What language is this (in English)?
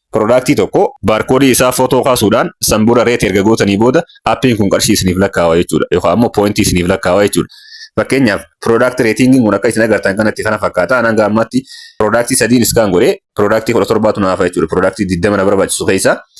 Oromo